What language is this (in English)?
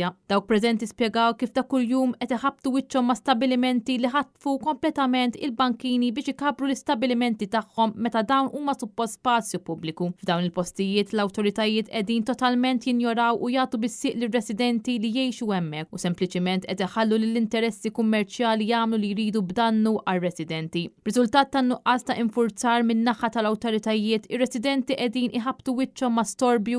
Maltese